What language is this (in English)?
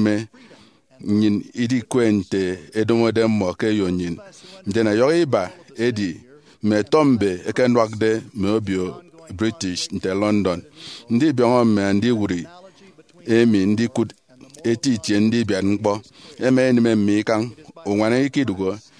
Efik